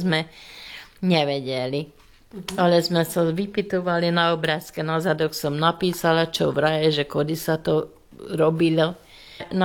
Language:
Slovak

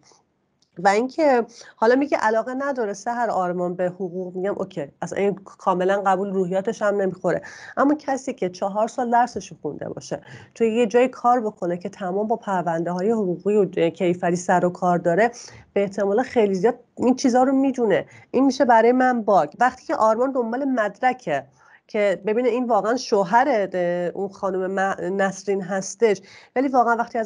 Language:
Persian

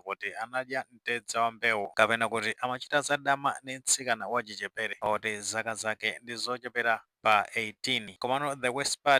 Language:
Nyanja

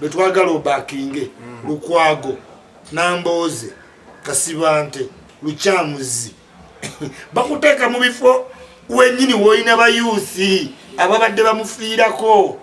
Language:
Ganda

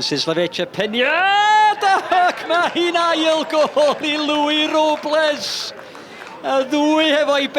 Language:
Welsh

